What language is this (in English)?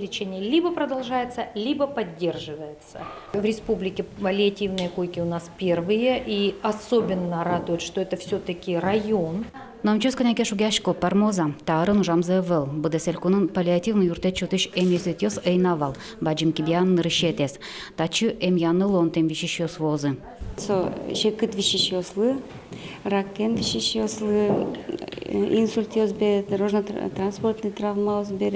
Udmurt